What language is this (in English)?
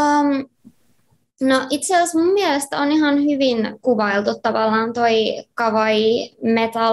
Finnish